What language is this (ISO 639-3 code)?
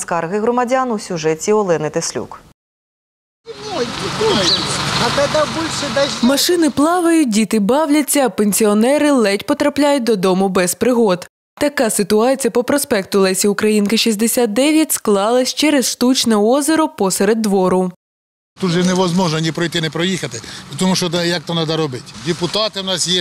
ukr